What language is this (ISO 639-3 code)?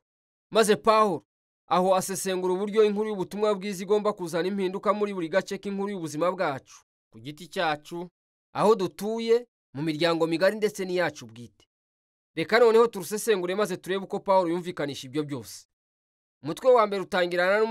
kin